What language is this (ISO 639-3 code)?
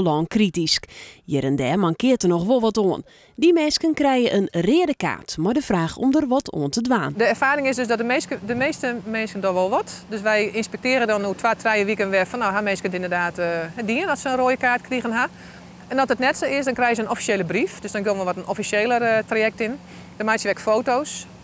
fry